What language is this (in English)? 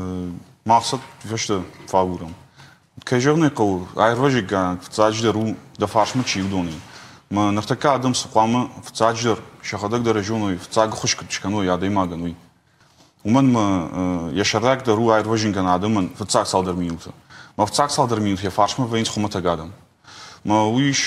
Ossetic